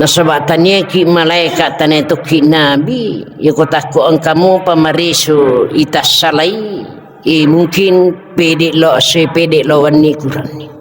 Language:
Buginese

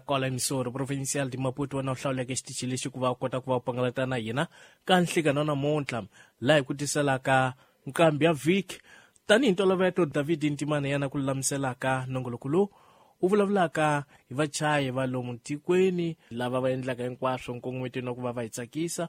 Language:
Tsonga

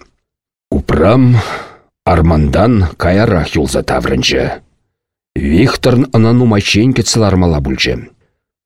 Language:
Chuvash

